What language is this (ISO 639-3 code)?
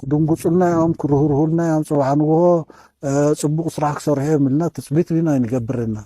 tir